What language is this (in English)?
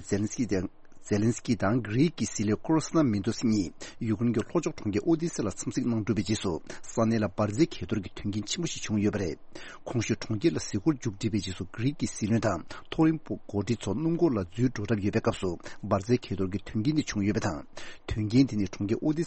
Tibetan